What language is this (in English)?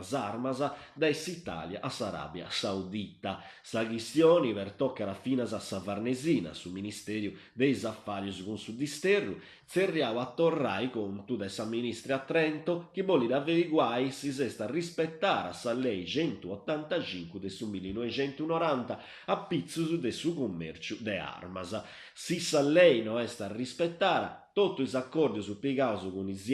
Sardinian